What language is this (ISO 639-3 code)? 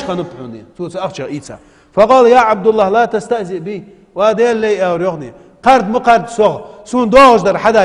inh